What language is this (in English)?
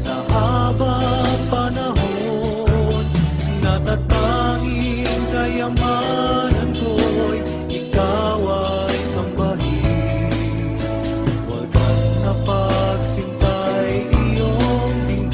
Filipino